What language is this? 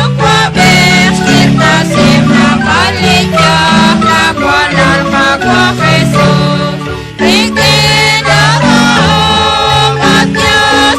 Kekchí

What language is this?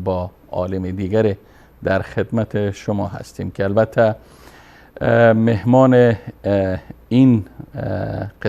Persian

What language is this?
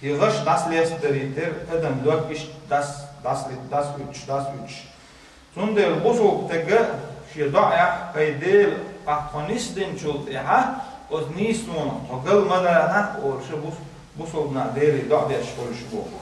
Chechen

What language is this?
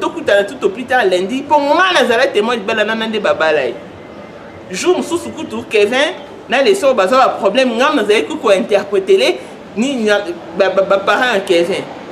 Lingala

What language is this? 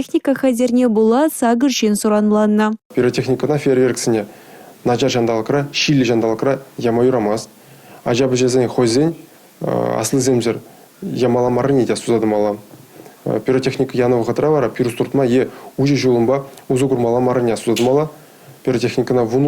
Chuvash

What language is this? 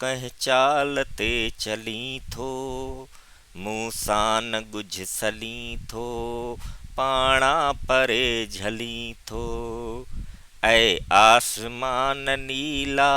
Sindhi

